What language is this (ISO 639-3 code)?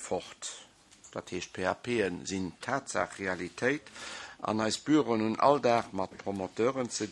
ltz